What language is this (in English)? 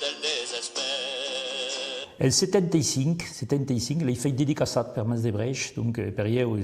Occitan